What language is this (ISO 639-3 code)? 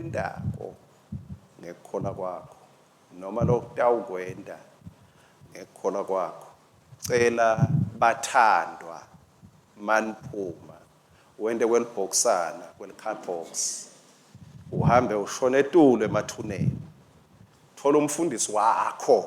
ssw